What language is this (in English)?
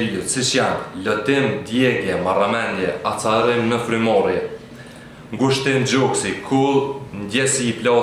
Albanian